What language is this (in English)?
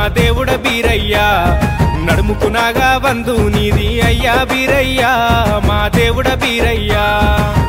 Telugu